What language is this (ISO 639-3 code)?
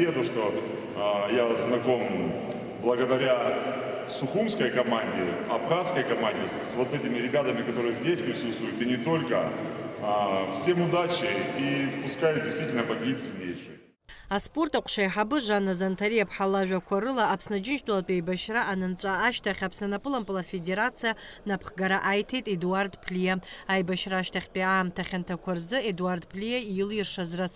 abk